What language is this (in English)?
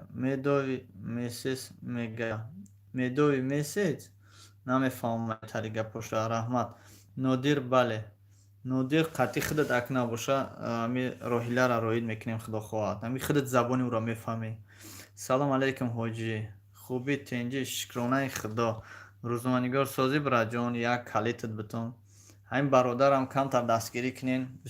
Tajik